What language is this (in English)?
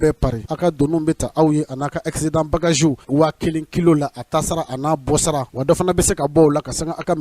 Bambara